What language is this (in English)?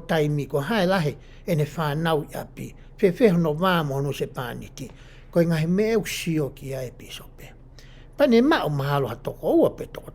Tongan